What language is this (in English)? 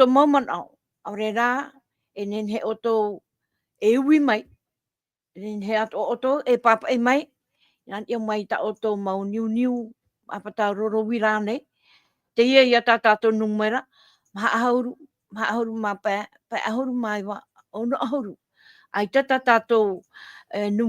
Tahitian